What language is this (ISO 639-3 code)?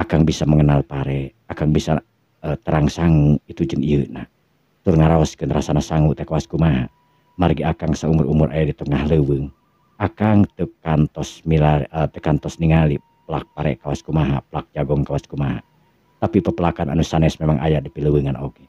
sun